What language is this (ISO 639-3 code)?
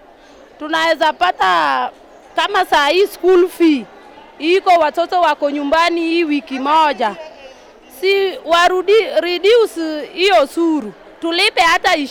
guz